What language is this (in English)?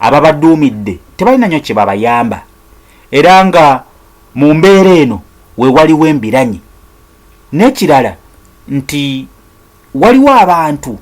Ganda